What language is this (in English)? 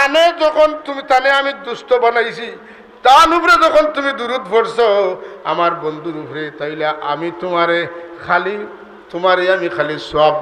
Sylheti